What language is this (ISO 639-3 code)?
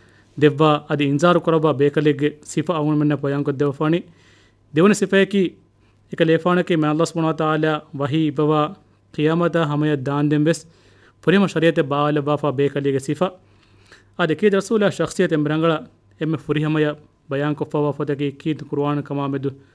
div